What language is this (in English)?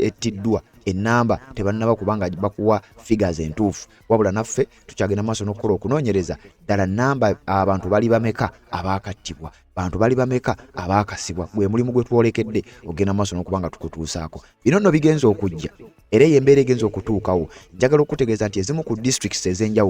Ganda